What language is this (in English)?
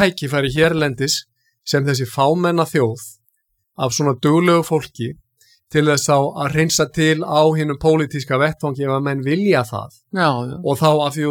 Icelandic